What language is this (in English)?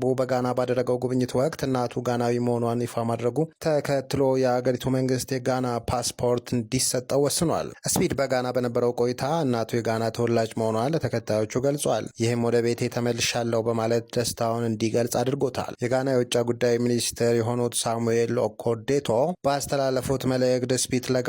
Amharic